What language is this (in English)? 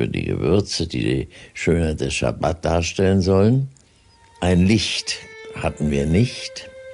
German